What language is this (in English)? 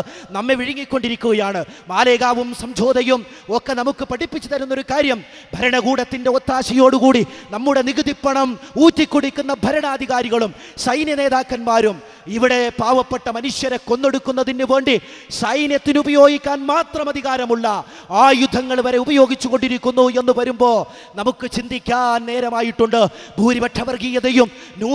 Malayalam